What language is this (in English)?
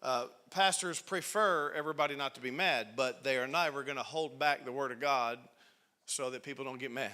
English